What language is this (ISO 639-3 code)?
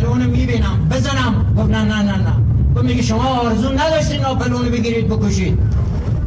fas